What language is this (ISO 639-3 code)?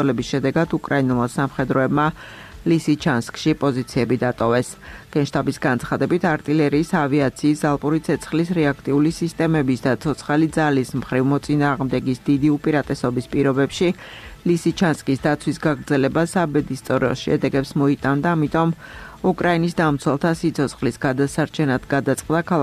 kat